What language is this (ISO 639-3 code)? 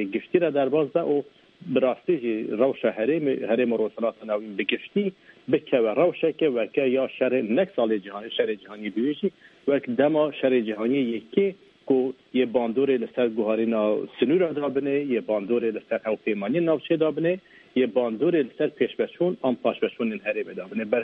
kur